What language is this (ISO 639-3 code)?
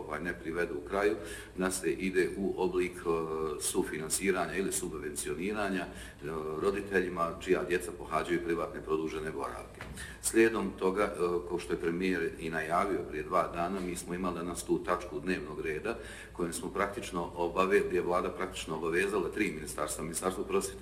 bos